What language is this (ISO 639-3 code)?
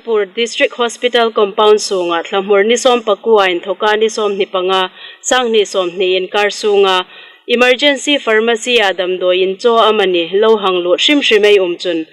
hmr